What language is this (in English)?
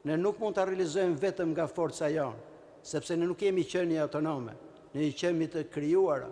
Albanian